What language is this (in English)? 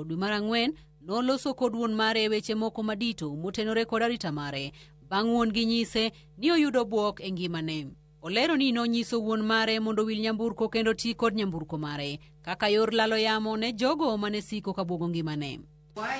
Luo (Kenya and Tanzania)